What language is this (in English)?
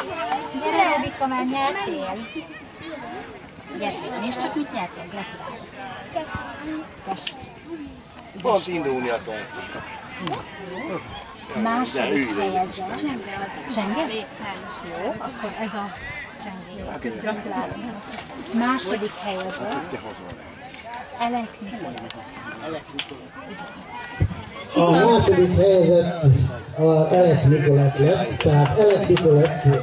Hungarian